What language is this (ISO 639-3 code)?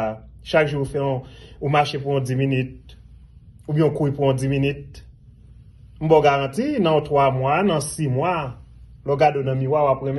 hat